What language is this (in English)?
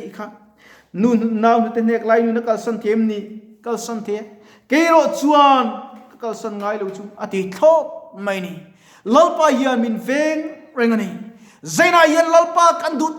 Mizo